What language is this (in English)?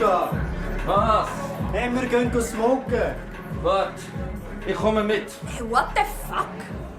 Swiss German